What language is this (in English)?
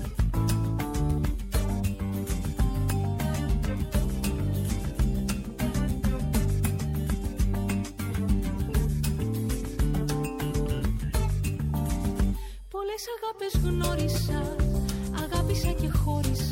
Greek